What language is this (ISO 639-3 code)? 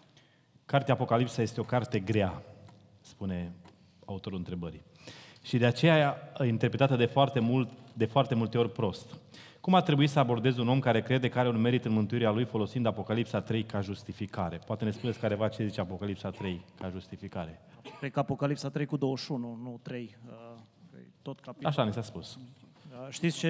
ron